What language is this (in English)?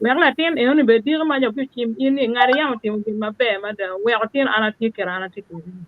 Acoli